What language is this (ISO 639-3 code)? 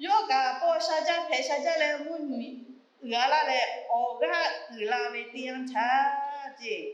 lhu